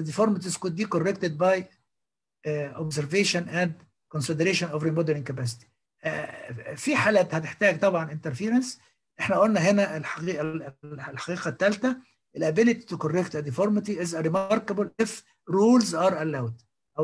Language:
Egyptian Arabic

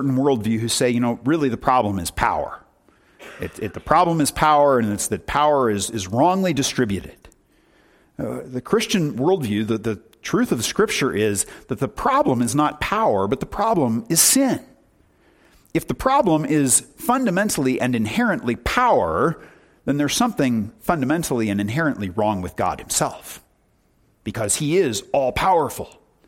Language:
English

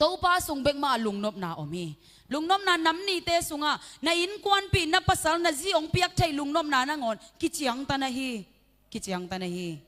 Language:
Tedim Chin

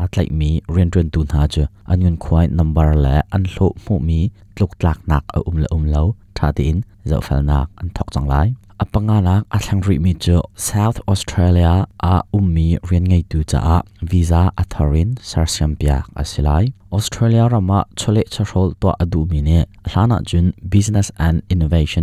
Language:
Hakha Chin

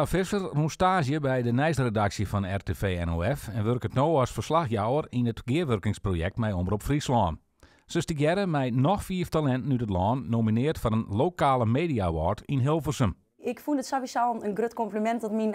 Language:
Western Frisian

